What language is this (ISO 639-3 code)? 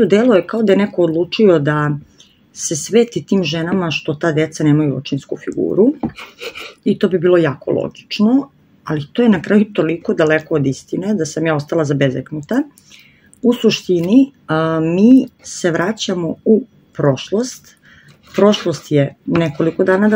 srp